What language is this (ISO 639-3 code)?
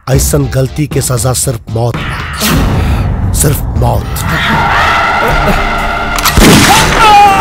bho